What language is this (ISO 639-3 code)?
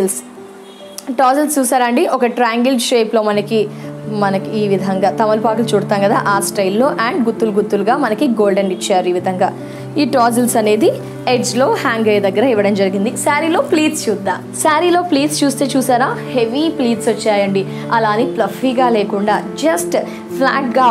tel